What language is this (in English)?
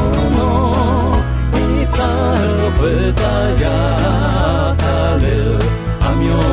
Akha